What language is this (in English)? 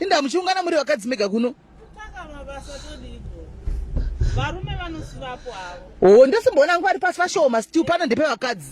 Shona